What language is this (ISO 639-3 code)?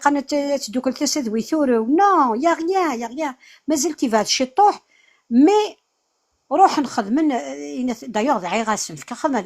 kab